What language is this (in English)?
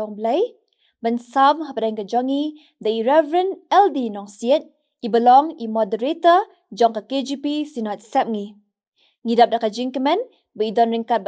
Khasi